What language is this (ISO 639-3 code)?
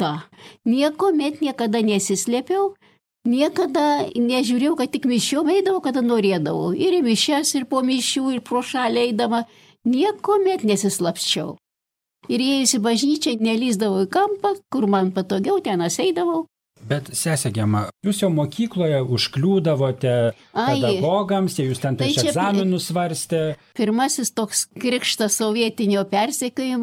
lit